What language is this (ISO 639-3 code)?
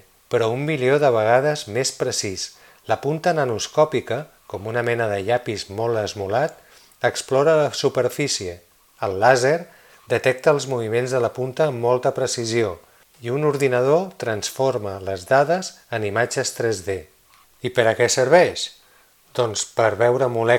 cat